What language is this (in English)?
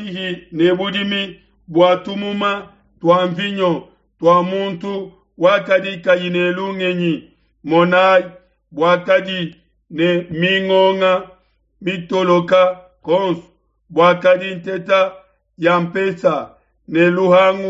Luba-Lulua